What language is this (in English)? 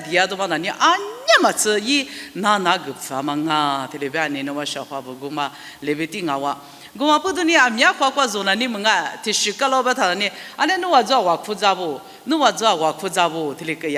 Lisu